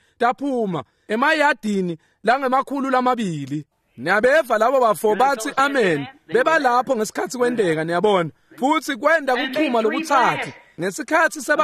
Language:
Swati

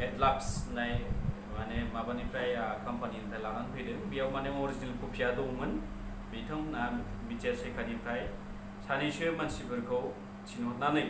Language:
Bodo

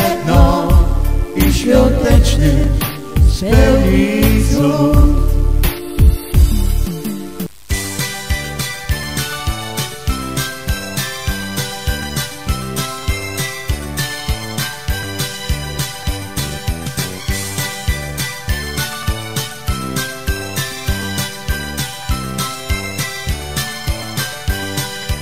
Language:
Polish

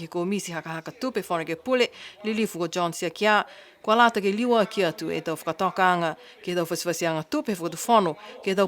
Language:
Niuean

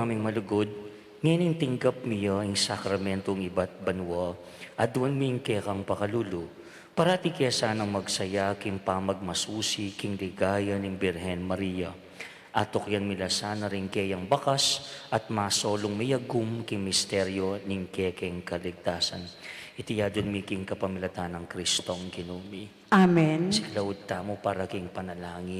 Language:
Pampanga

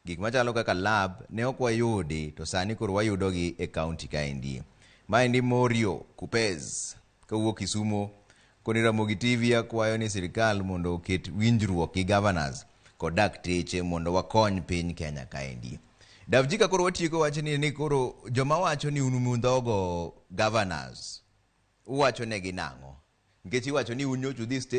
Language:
Luo (Kenya and Tanzania)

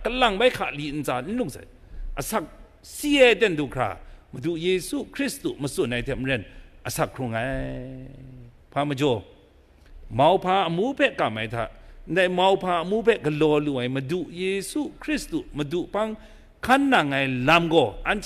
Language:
Kachin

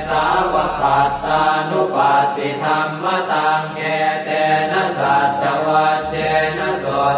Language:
Pali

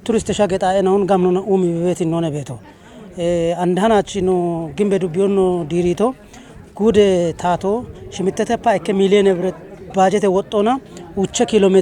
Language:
Kafa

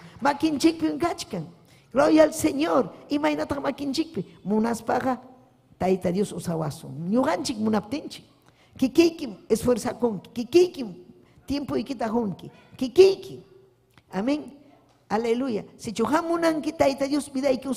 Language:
Ayacucho Quechua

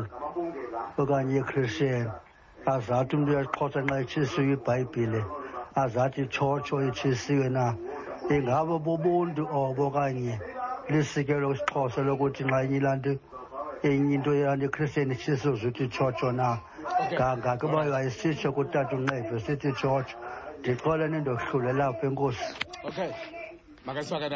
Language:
Xhosa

